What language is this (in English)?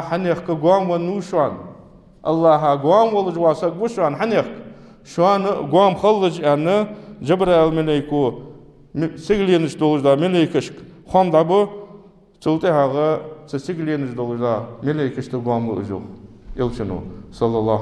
Ingush